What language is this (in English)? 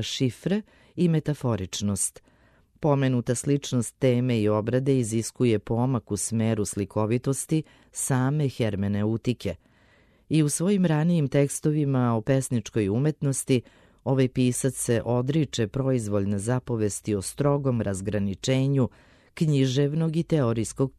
Serbian